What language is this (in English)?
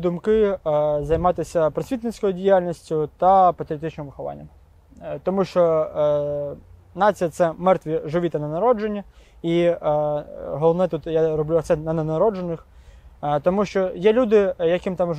Ukrainian